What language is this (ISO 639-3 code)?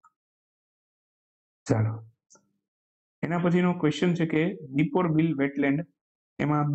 guj